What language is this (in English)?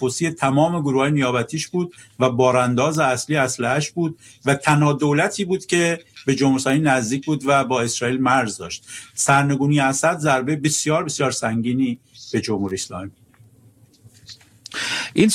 Persian